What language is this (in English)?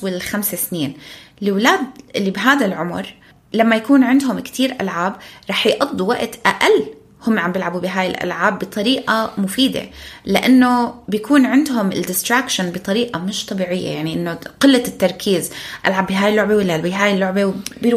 North Levantine Arabic